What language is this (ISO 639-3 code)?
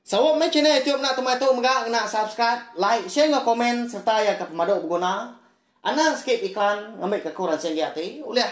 iba